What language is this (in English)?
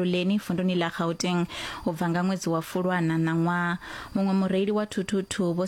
Venda